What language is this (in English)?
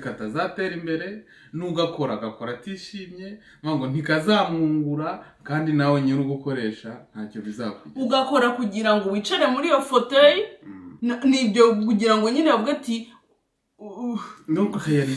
Kinyarwanda